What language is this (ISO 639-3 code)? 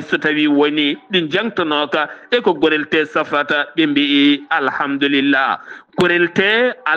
ful